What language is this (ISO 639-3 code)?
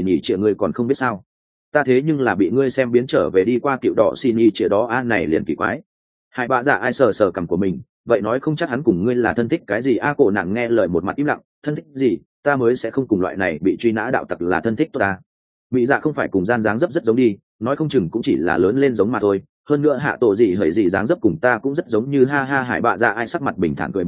vie